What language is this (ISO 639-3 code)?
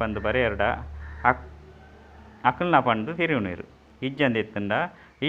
tcy